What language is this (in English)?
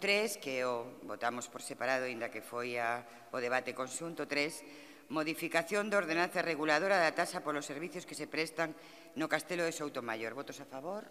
Galician